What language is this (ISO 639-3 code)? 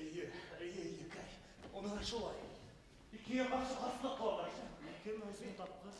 bak